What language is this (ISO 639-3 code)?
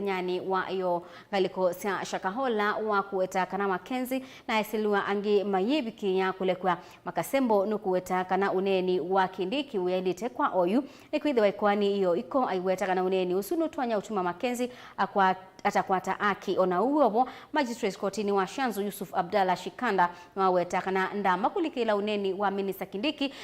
kam